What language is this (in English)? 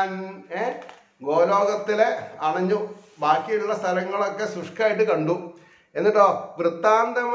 Malayalam